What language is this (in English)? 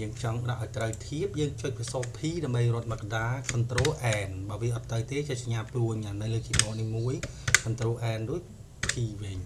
Khmer